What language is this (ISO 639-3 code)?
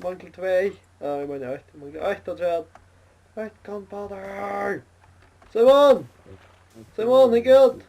fao